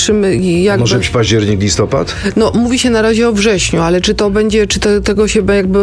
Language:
Polish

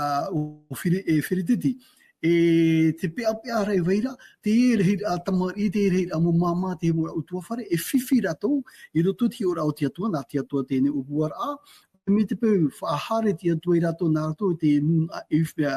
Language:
Tahitian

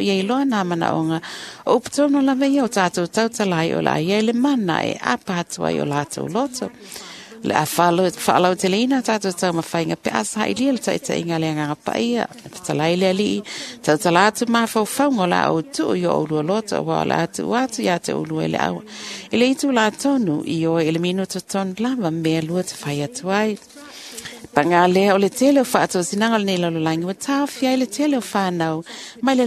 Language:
Samoan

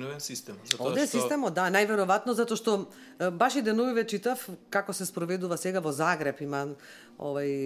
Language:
Macedonian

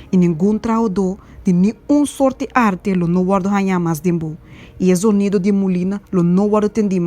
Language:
Papiamento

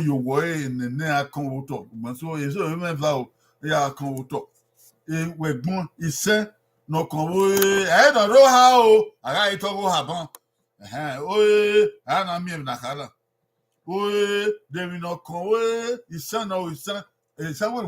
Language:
Bini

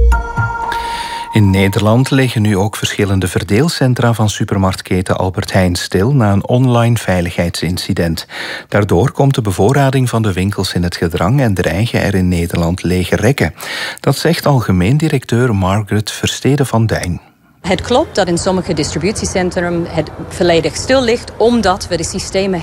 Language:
Dutch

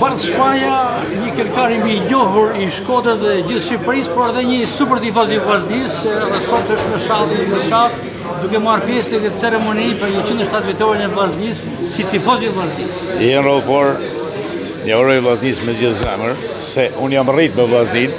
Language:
Albanian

